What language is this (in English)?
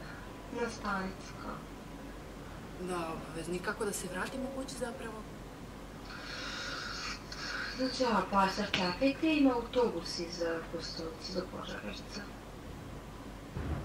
Serbian